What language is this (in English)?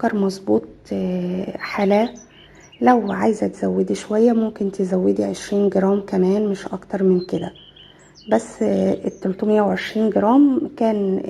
Egyptian Arabic